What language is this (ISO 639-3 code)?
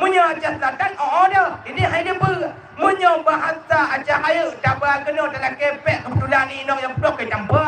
ace